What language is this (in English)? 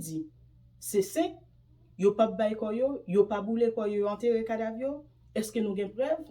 Haitian Creole